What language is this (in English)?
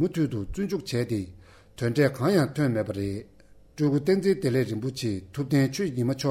Tibetan